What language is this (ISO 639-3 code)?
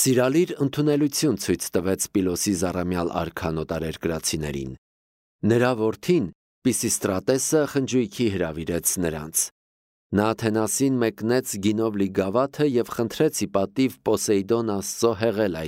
hye